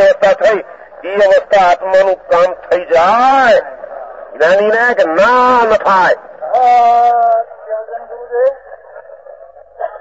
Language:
Gujarati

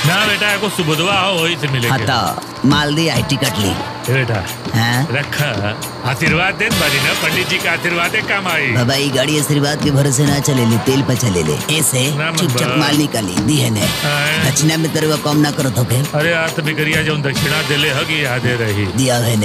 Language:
Bhojpuri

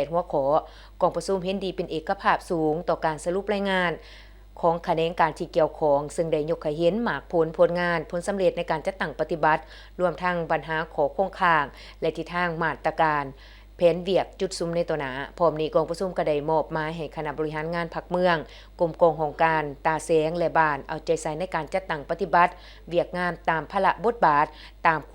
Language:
Lao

